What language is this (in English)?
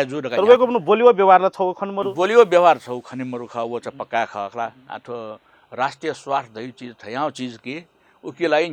Newari